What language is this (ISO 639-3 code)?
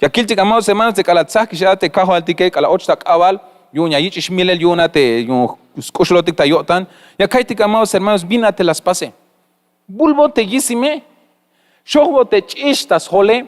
tzh